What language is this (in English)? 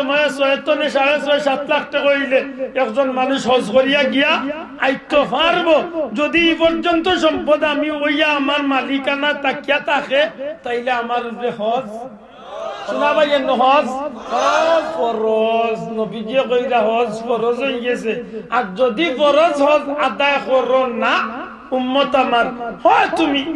Sylheti